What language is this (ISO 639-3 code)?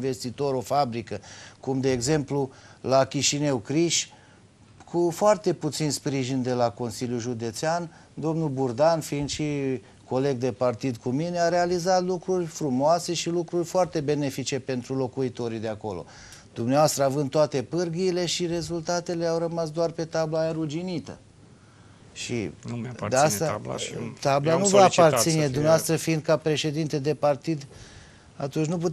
ron